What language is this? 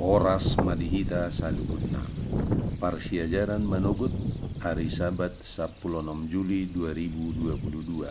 Batak Toba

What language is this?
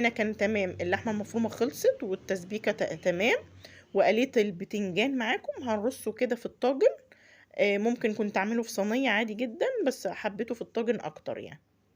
Egyptian Arabic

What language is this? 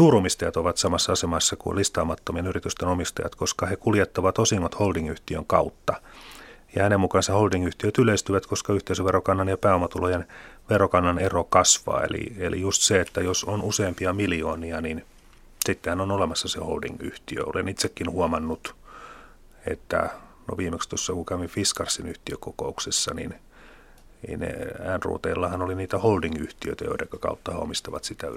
Finnish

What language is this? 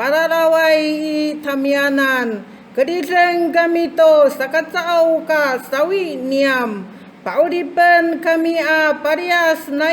Amis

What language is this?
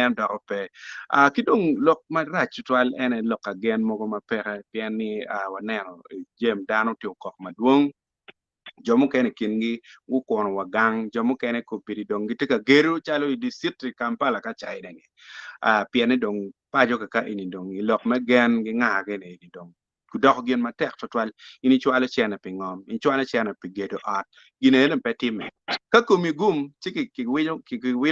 Acoli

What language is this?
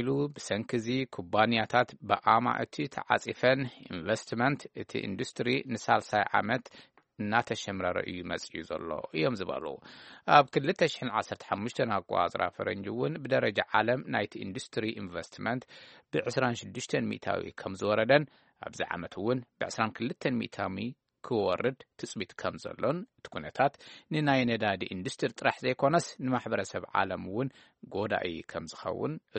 Tigrinya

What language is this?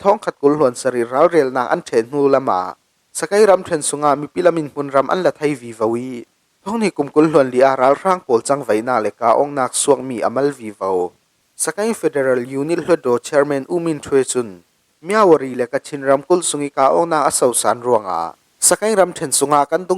Falam Chin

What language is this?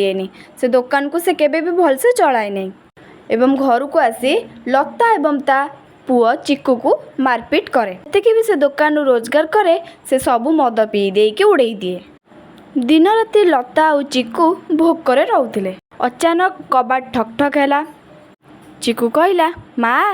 Odia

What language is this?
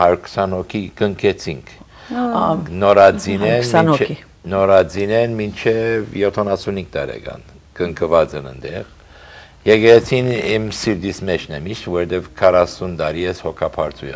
Armenian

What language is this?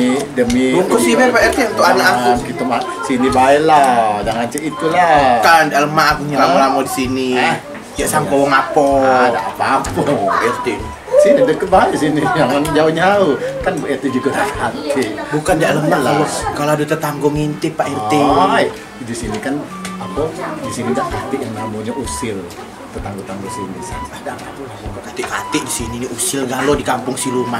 Musi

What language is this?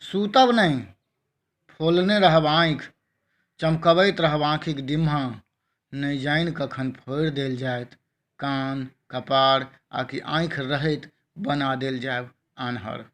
Maithili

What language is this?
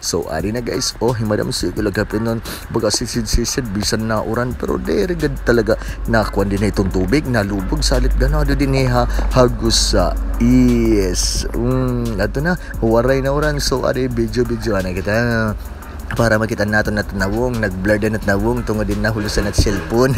Waray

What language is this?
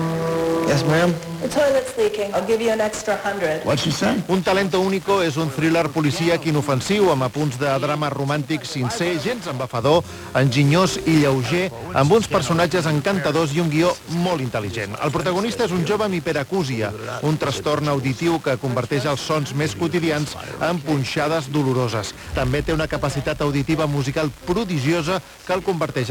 Catalan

